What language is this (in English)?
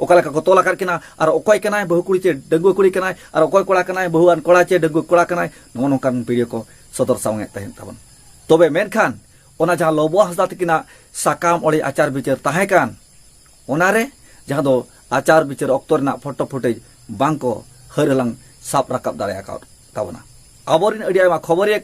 Santali